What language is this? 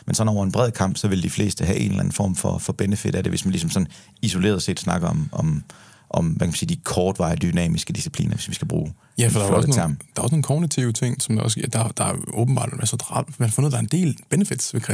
Danish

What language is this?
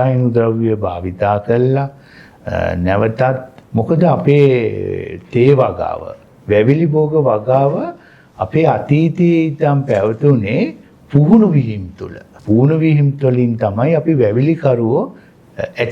Sinhala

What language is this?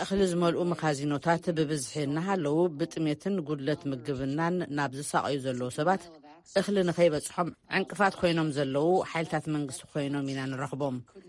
Tigrinya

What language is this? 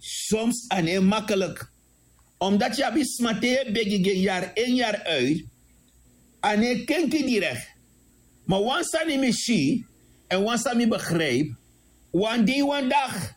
Sranan Tongo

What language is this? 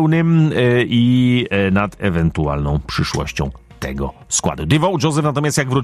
Polish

